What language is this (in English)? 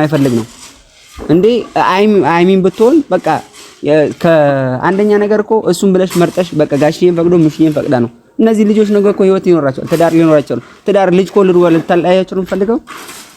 Amharic